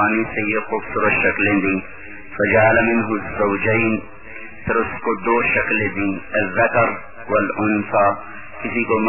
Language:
Urdu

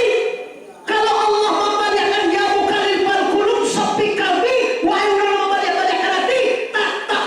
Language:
Minangkabau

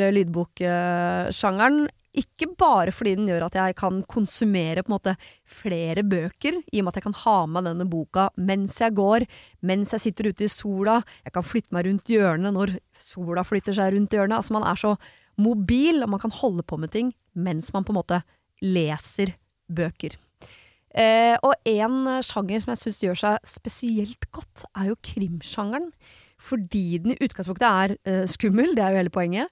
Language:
Norwegian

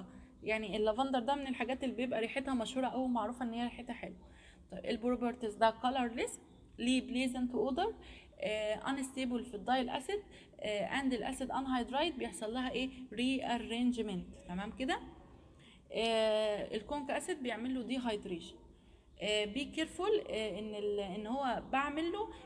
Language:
Egyptian Arabic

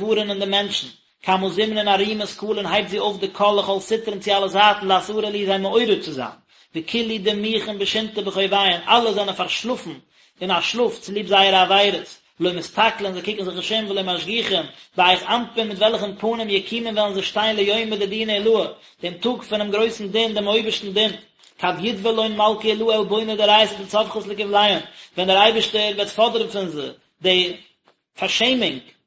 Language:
Yiddish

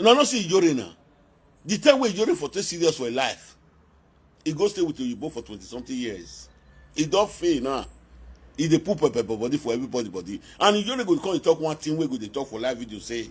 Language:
Nigerian Pidgin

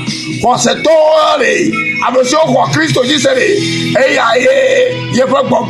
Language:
Ewe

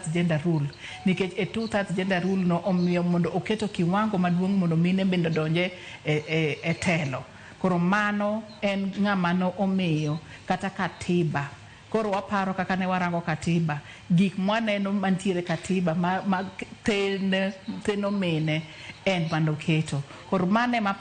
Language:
Luo (Kenya and Tanzania)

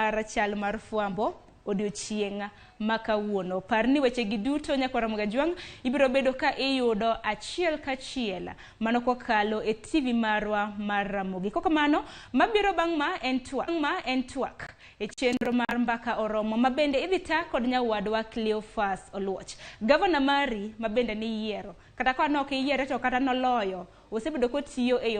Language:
Luo (Kenya and Tanzania)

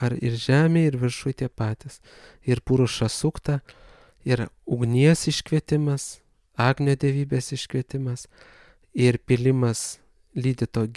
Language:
Lithuanian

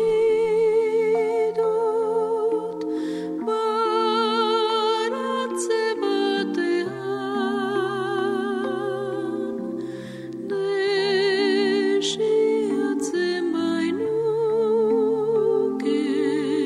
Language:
Basque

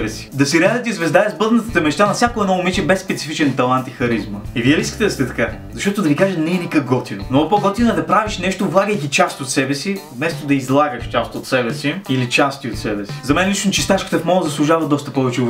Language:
Bulgarian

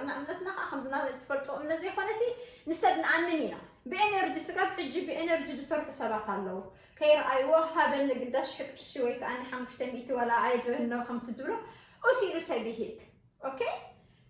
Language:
Tigrinya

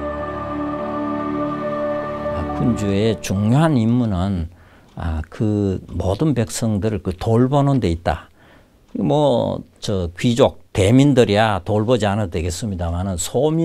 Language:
Korean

